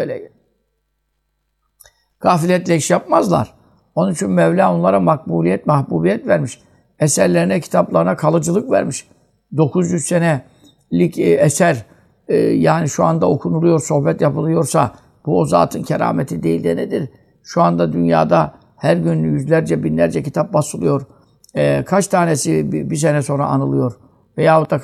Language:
Turkish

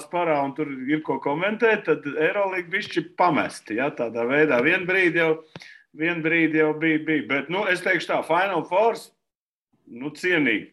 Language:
Latvian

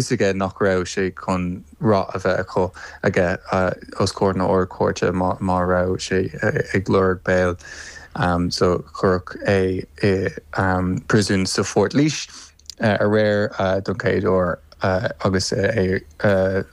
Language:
Irish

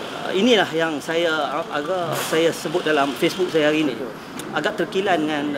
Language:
Malay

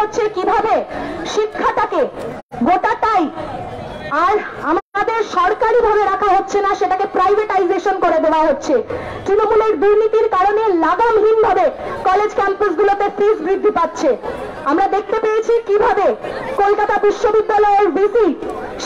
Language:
Bangla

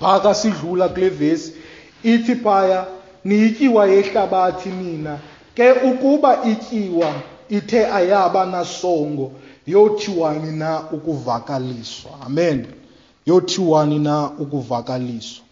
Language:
Xhosa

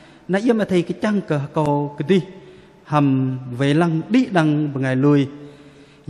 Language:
Bahnar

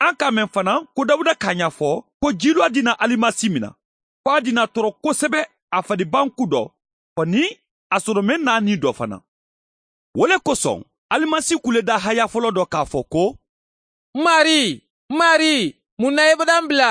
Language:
Mandingo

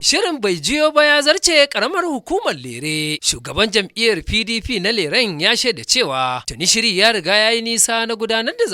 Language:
Hausa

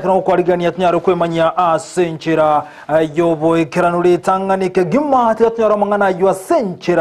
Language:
Gusii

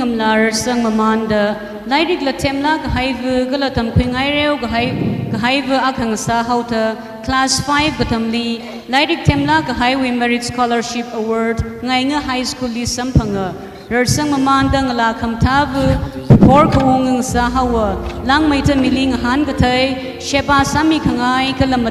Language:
Tangkhul Naga (India)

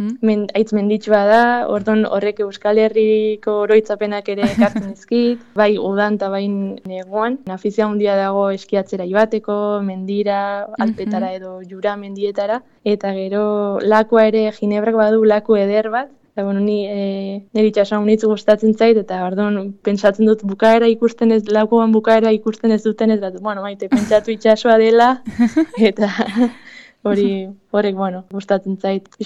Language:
Basque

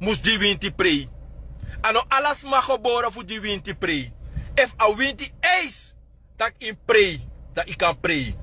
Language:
Sranan Tongo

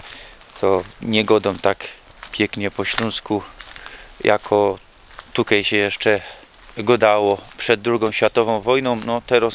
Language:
Silesian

